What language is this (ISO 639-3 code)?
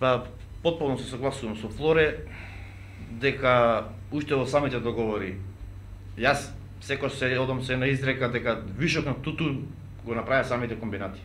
mkd